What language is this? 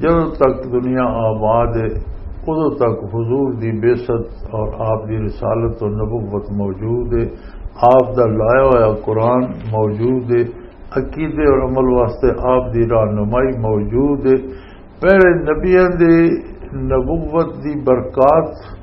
Western Panjabi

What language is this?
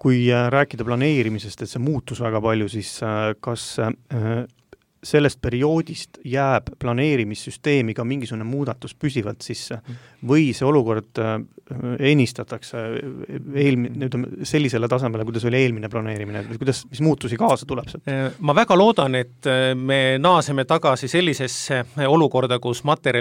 Estonian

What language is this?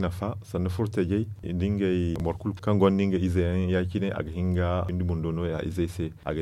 Zarma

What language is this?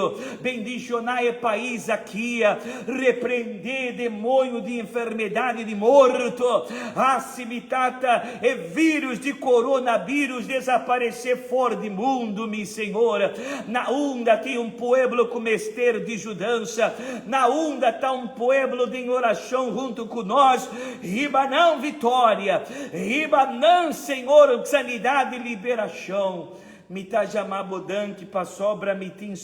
Papiamento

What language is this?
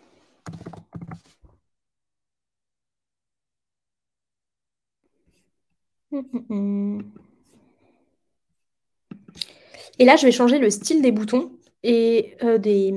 French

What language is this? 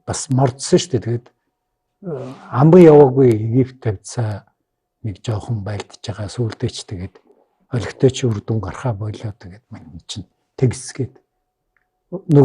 Mongolian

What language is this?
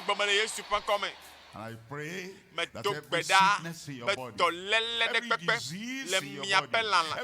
Ewe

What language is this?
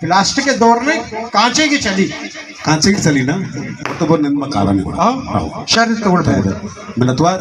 Baluchi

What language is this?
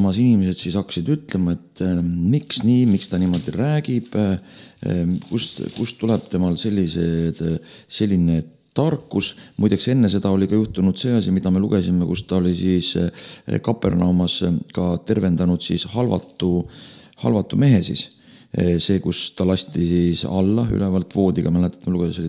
Estonian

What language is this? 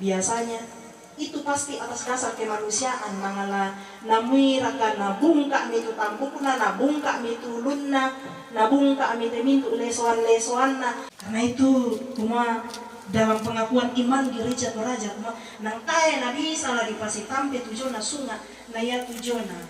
Toraja-Sa'dan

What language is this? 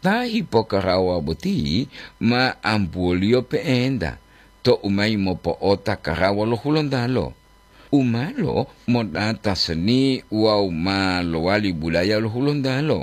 Gorontalo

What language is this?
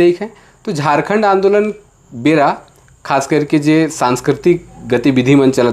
Sadri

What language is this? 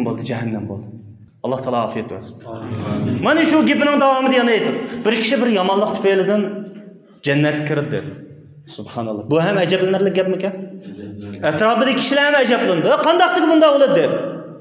Uyghur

